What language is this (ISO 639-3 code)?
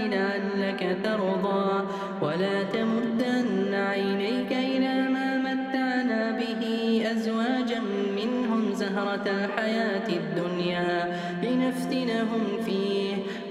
ara